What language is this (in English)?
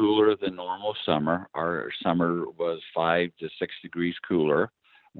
English